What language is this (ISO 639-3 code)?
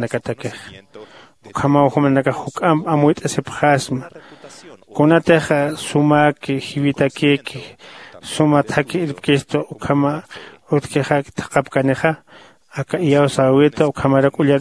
aym